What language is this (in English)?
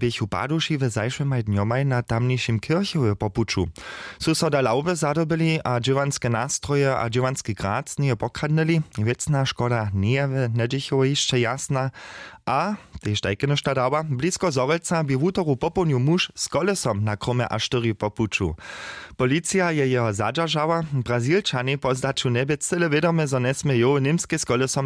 Upper Sorbian